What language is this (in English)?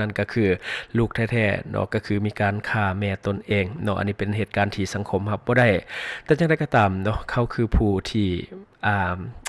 Lao